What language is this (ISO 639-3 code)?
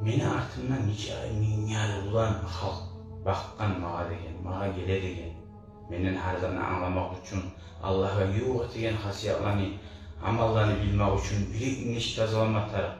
kum